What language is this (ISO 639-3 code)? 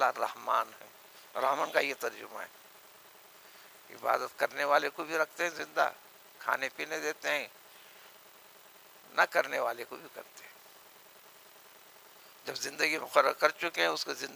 urd